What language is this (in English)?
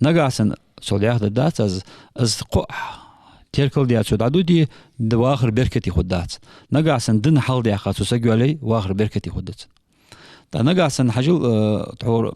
Ingush